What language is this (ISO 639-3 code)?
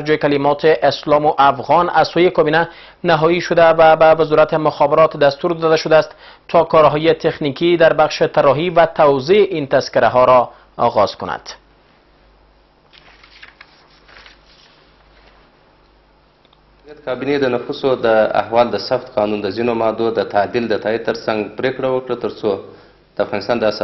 fas